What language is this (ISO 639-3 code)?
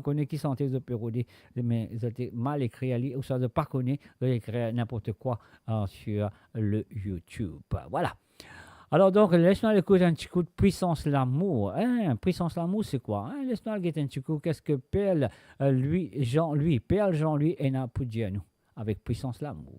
mfe